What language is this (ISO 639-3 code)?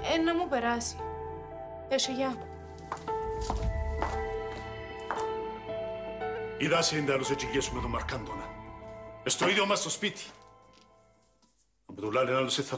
ell